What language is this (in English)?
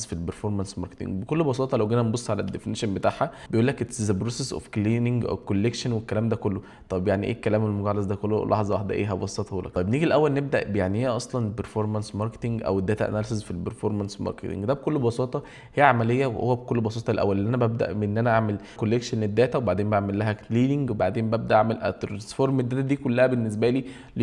Egyptian Arabic